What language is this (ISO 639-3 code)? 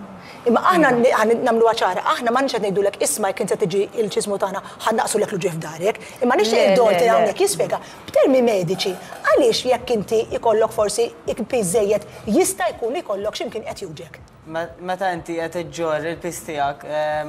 mlt